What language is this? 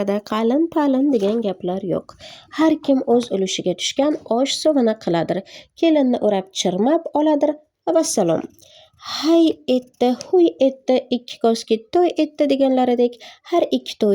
Uzbek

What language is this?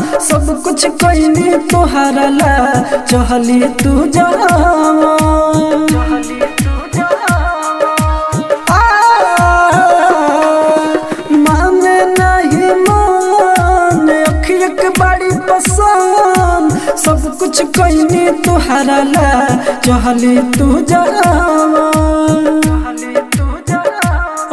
Bhojpuri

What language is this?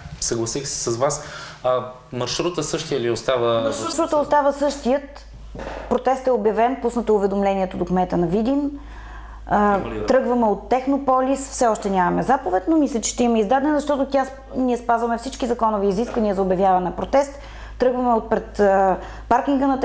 Bulgarian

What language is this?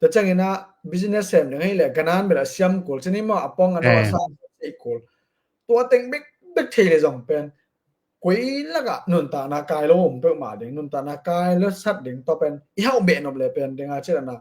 Tedim Chin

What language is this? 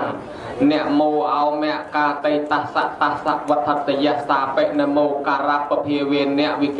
Khmer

